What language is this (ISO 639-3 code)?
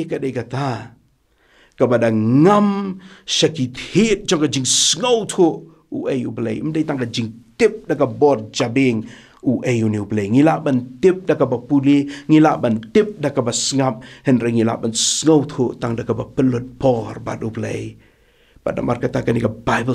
kha